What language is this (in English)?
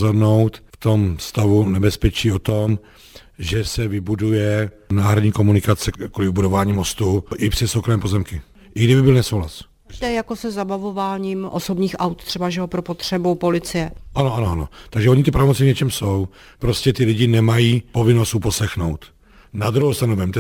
Czech